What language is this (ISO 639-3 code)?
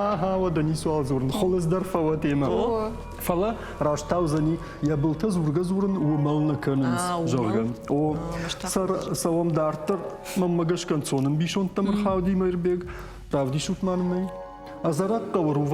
oss